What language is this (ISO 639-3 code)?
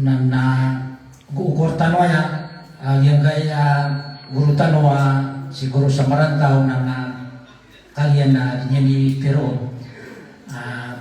mrw